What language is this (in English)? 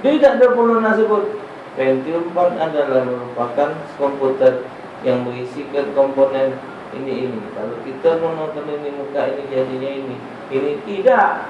Musi